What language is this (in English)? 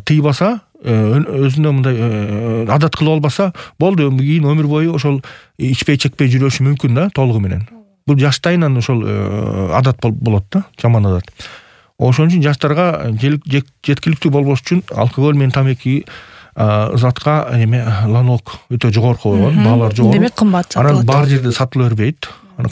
Kyrgyz